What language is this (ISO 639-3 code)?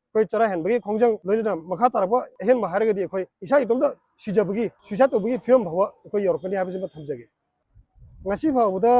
mni